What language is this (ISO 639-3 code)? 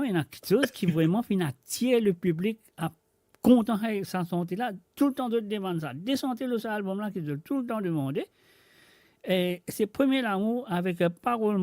mfe